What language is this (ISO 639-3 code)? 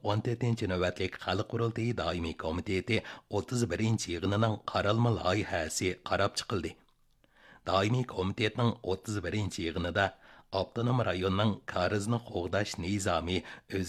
uig